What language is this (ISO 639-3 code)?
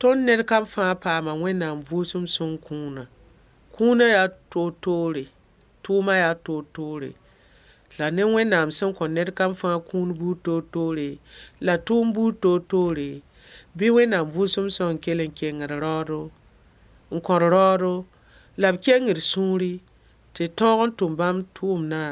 mos